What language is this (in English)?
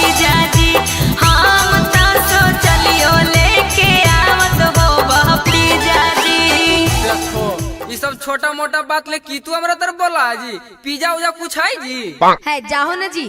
Magahi